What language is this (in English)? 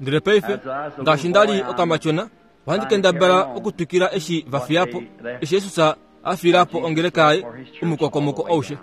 Kuanyama